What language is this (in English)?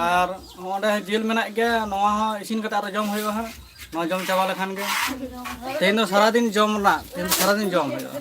Santali